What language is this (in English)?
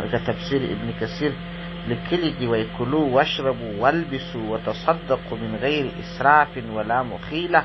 Pashto